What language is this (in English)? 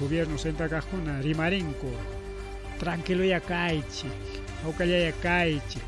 Ayacucho Quechua